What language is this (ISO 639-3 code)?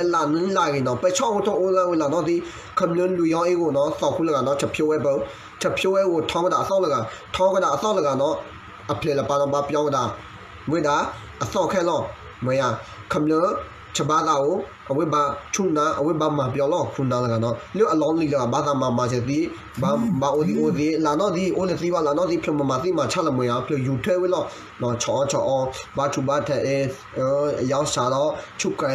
ksw